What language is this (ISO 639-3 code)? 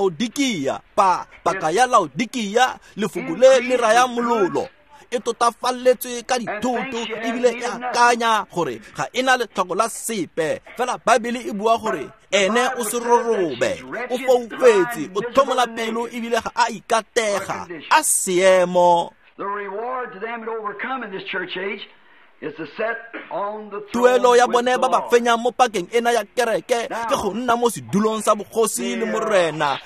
tsn